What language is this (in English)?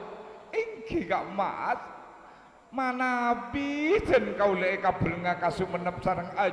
Madurese